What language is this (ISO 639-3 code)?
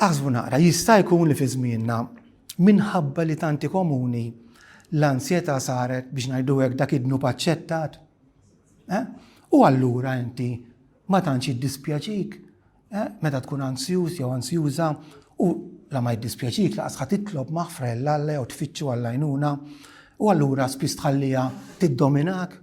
mlt